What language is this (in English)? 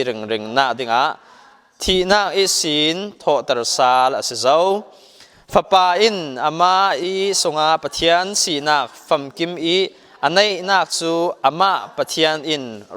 Falam Chin